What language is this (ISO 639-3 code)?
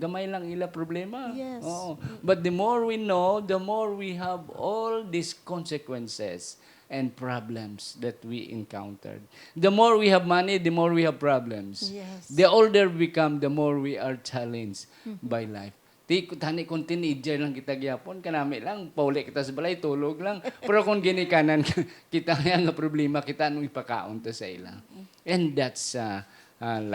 hil